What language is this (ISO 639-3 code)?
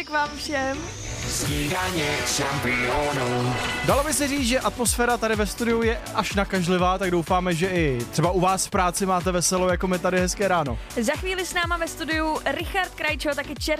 ces